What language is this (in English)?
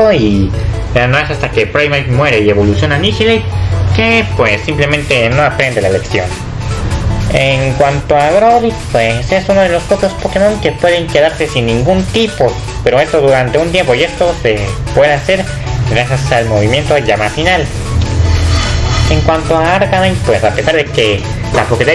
Spanish